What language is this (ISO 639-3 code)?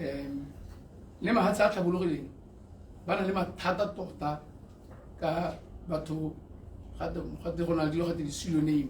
tsn